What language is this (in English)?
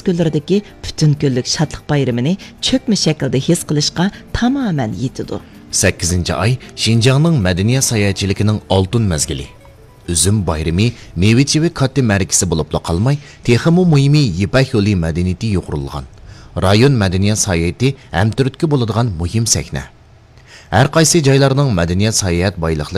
Uyghur